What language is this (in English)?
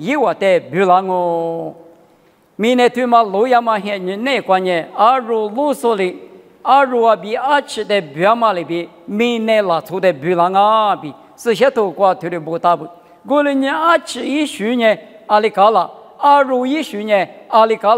Lisu